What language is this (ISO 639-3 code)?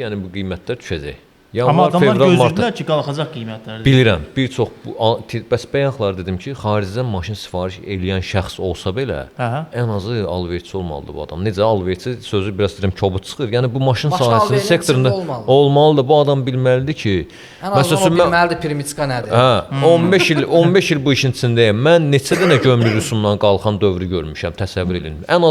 aze